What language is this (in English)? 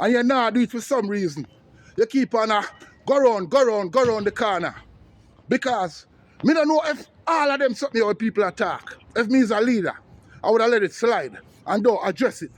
Jamaican Creole English